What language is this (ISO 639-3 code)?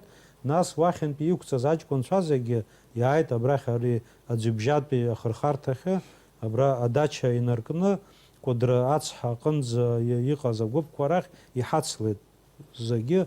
abk